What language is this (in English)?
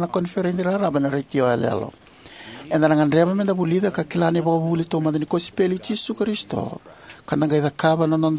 Fijian